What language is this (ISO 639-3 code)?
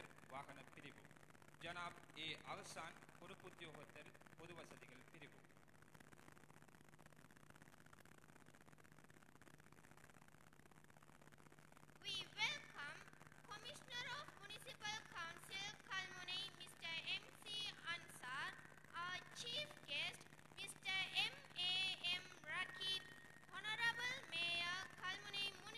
tam